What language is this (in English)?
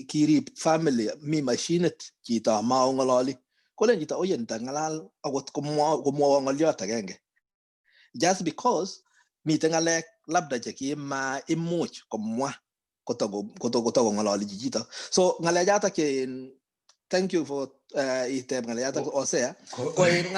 Kalenjin